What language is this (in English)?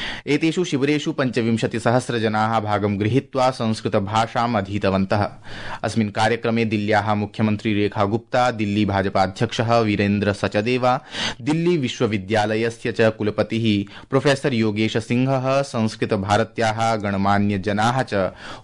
Sanskrit